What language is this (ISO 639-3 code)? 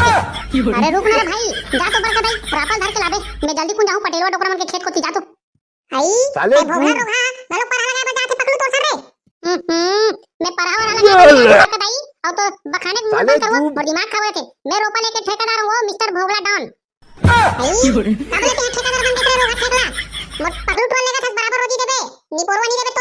hne